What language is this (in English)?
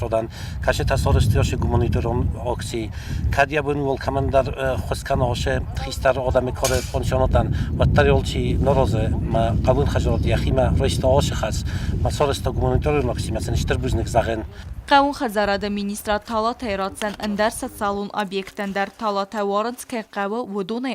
Ossetic